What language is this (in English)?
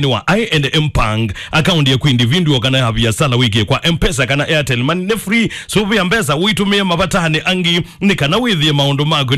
Kamba